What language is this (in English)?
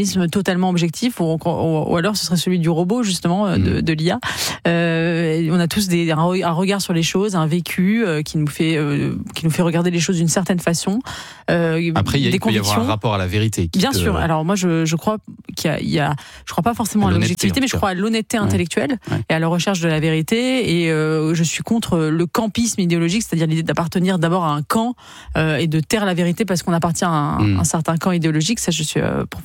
French